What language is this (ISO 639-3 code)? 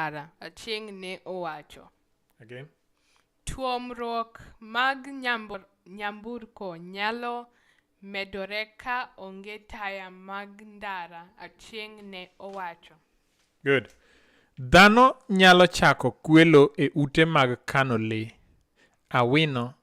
luo